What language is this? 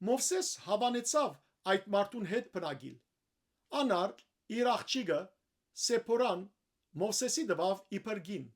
Western Armenian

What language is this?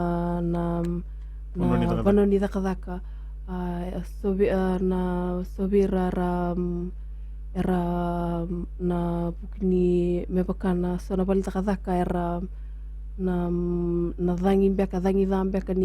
Fijian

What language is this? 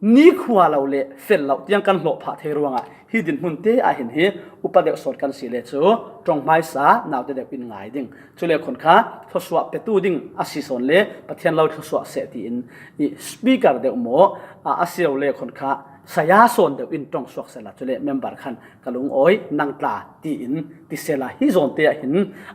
Falam Chin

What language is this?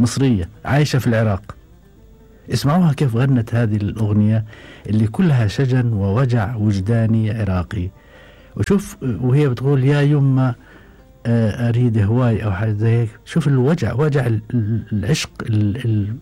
Gulf Arabic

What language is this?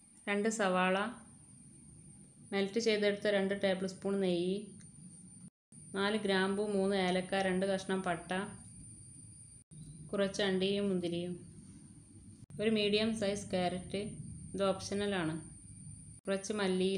Malayalam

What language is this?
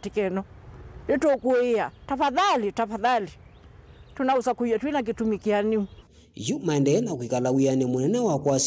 Kamba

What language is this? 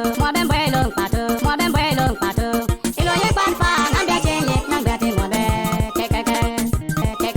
Bimoba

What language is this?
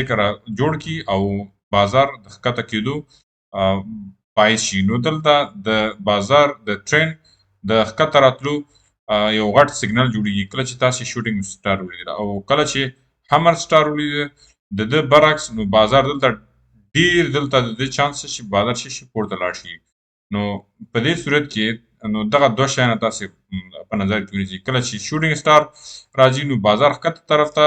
Pashto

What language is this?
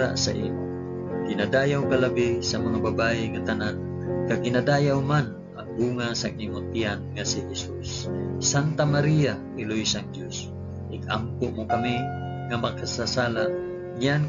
Hiligaynon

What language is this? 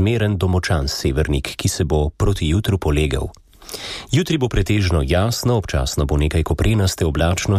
Slovenian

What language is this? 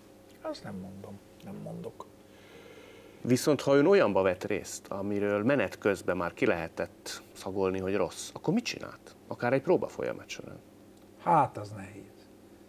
Hungarian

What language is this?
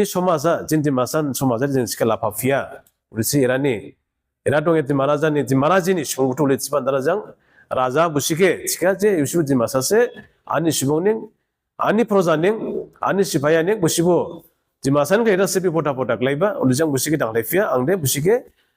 Dimasa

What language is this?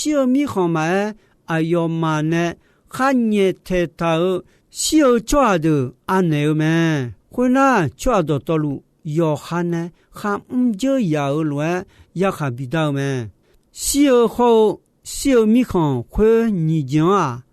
Akha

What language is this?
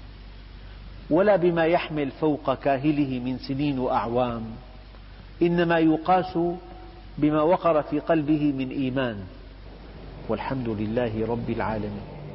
Arabic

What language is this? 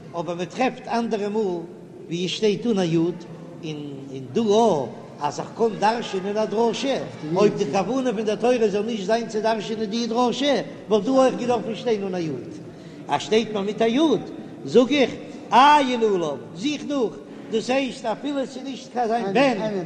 Yiddish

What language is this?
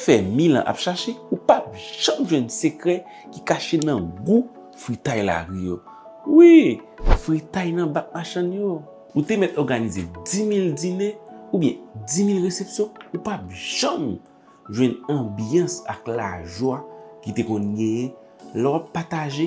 Haitian Creole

